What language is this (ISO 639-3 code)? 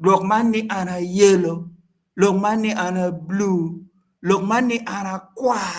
ach